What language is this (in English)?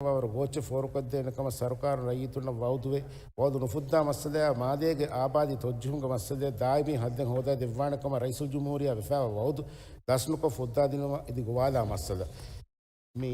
Divehi